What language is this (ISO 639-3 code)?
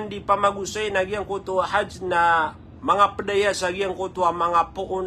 mrw